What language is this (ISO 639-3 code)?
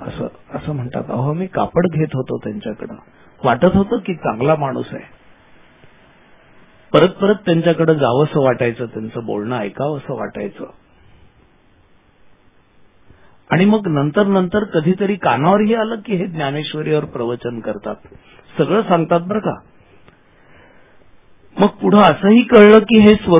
mar